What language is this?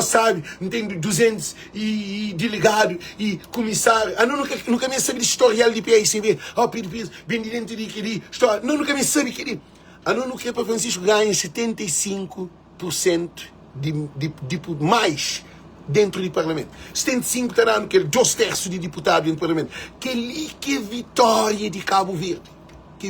Kabuverdianu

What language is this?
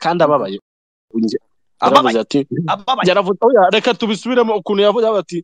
Kinyarwanda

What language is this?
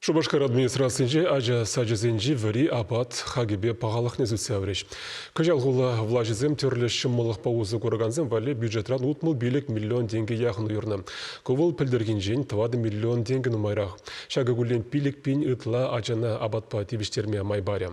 Chuvash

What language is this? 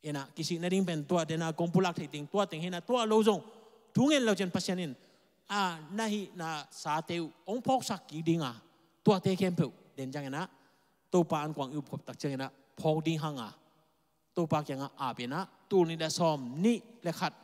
Tedim Chin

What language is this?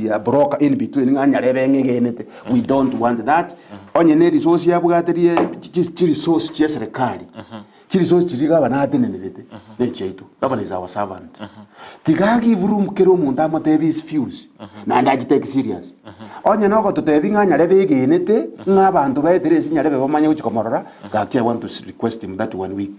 Gusii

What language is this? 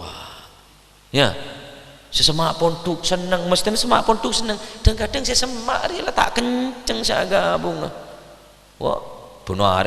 Madurese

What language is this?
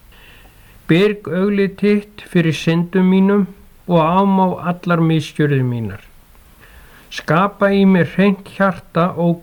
Icelandic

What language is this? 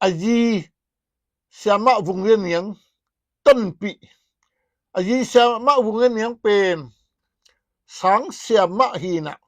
Tedim Chin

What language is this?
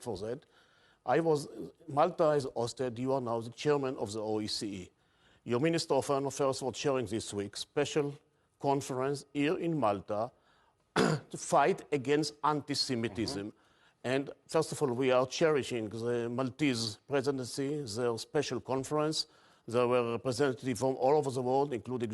English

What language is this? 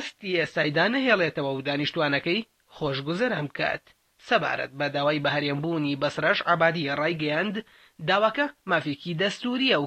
Central Kurdish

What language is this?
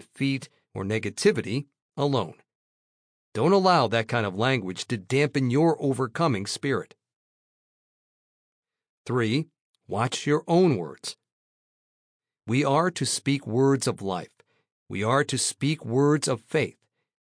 English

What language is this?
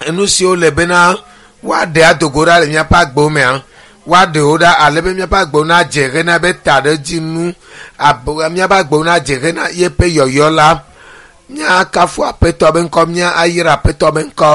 Ewe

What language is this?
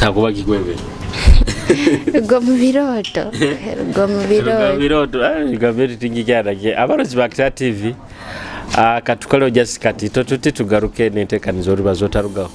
Nyoro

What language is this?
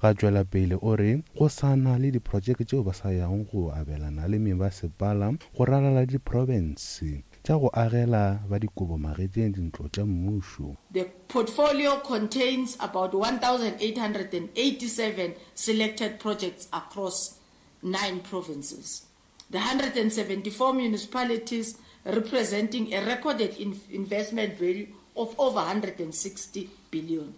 Northern Sotho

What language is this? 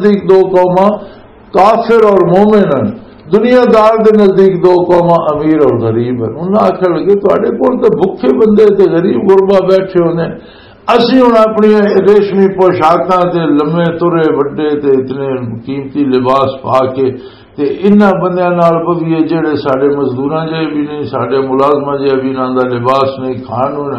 Western Panjabi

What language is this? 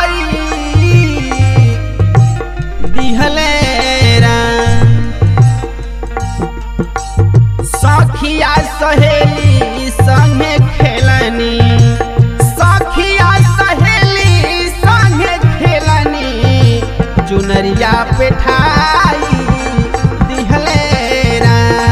Bhojpuri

